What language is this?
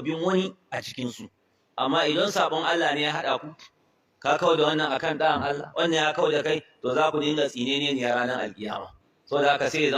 Hausa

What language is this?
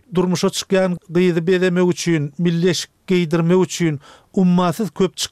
Turkmen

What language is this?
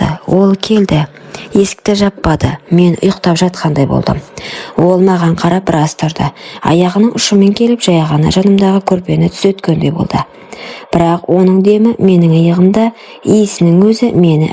Kazakh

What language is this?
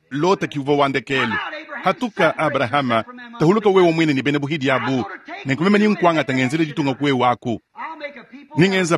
Luba-Lulua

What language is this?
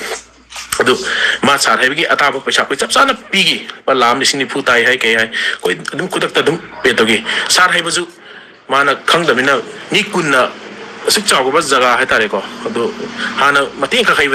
Manipuri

